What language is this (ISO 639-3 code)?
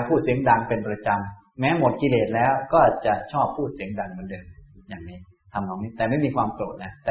tha